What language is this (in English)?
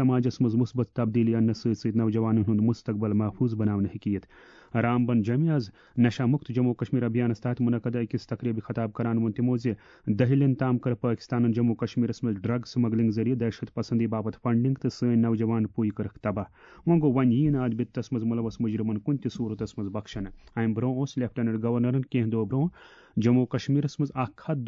Kashmiri